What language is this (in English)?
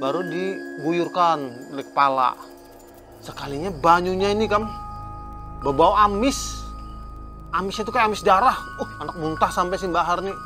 Banjar